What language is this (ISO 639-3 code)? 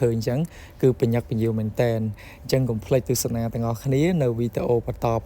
khm